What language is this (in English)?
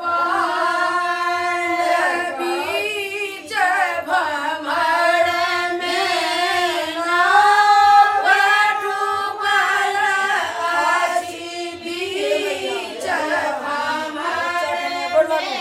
Maithili